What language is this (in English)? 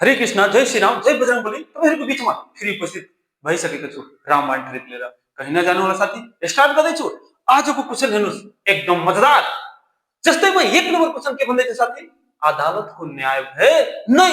Nepali